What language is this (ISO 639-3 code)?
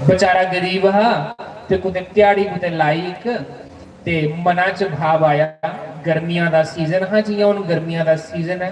doi